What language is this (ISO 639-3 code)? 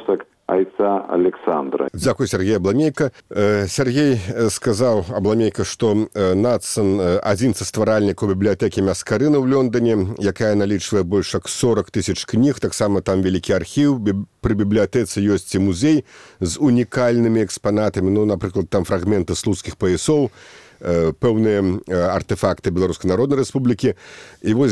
bel